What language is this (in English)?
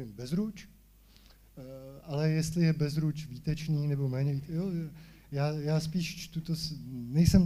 Czech